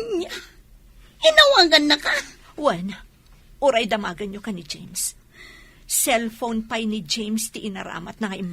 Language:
Iloko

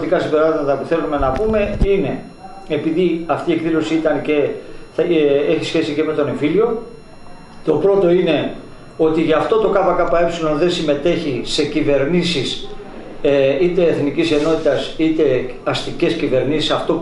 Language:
Greek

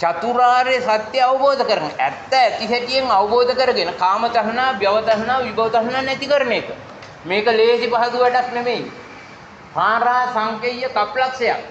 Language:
Sinhala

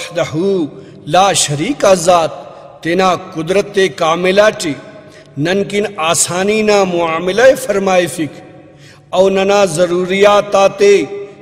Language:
Brahui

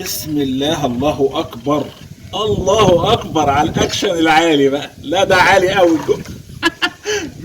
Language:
Egyptian Arabic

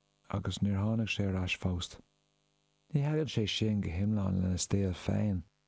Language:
Irish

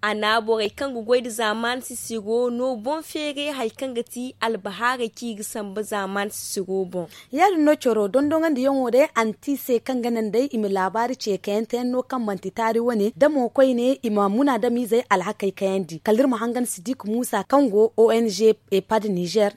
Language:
Zarma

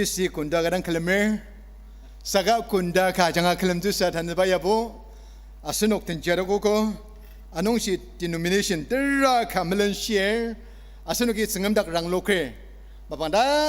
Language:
Ao Naga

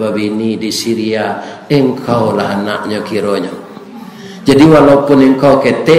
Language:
Minangkabau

